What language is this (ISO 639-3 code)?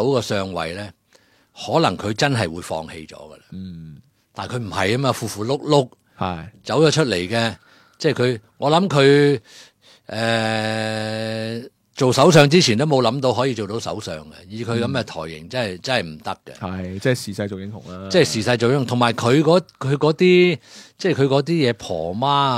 yue